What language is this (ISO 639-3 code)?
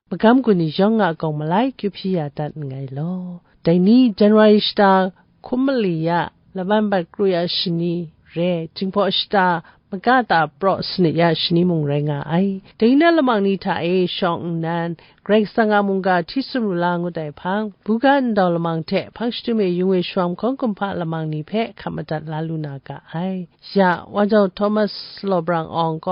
kac